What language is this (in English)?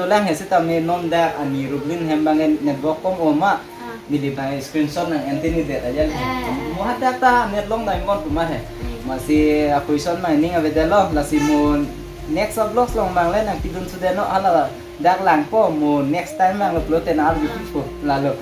Karbi